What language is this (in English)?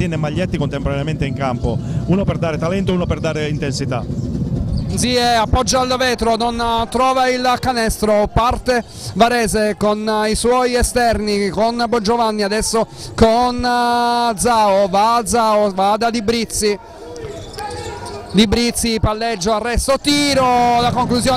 Italian